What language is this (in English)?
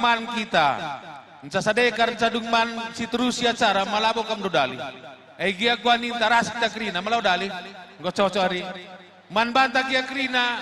Batak Karo